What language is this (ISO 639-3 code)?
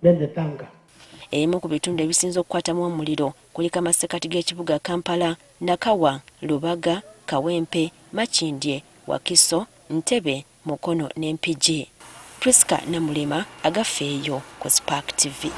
lug